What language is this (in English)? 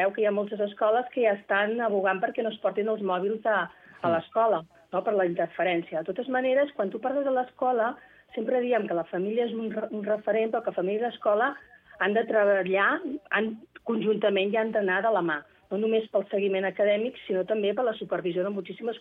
Catalan